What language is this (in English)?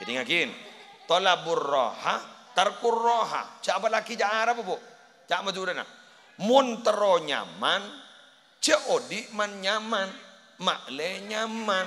Madurese